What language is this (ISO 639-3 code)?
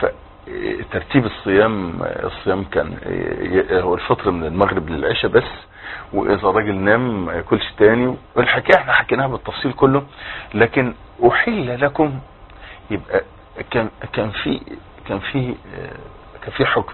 arz